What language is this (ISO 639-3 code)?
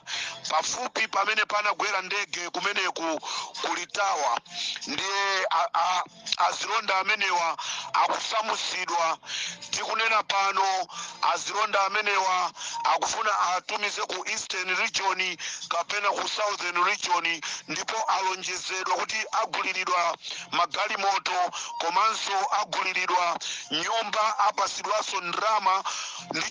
nya